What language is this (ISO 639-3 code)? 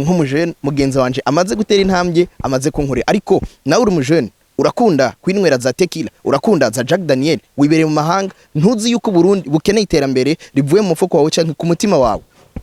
run